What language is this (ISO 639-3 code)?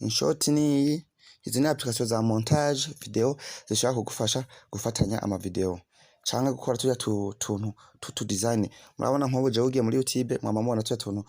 run